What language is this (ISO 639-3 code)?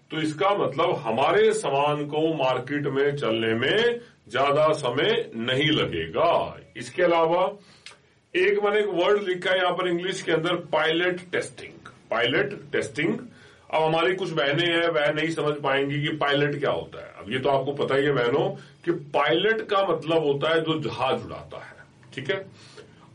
hin